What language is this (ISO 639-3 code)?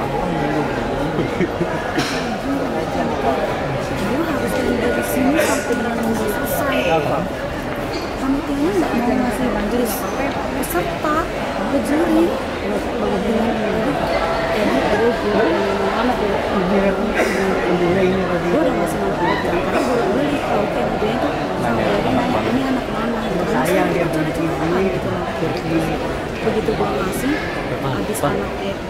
ind